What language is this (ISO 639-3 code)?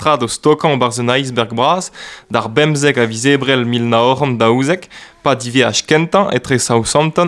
bre